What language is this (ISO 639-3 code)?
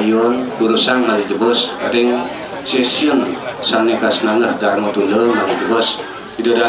ban